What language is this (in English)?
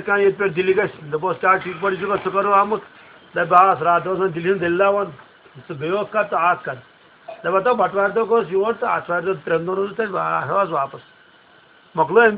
Kashmiri